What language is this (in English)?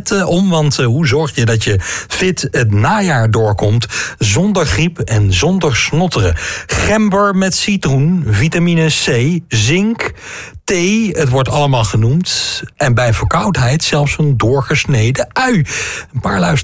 Dutch